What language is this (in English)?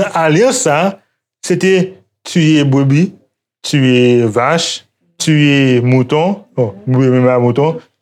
Haitian Creole